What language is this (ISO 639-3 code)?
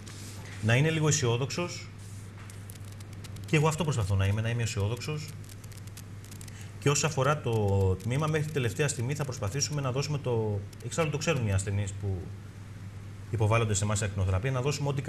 ell